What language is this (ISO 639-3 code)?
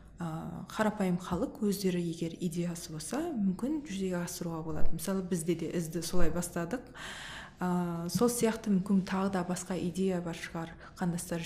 kaz